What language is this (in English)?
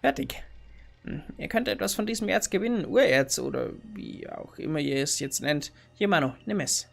Bavarian